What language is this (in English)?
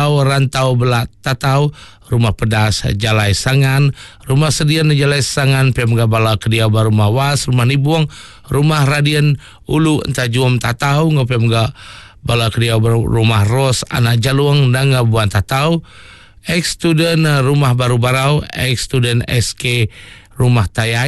Iban